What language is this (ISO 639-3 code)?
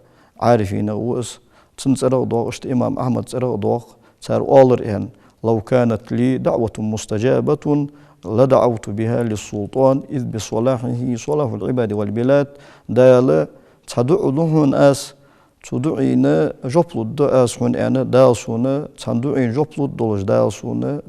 inh